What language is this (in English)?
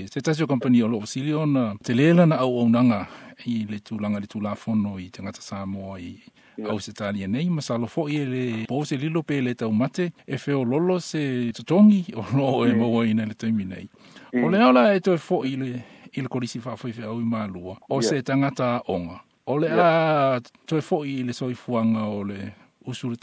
Samoan